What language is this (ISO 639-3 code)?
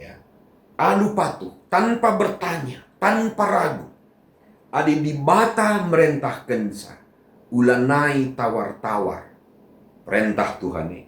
btx